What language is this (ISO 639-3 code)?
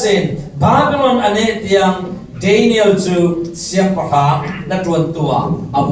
cfm